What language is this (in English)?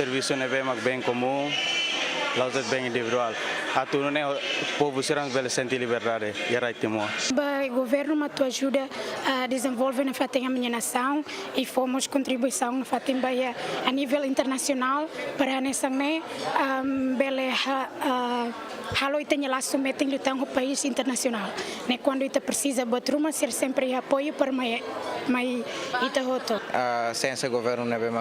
Tetum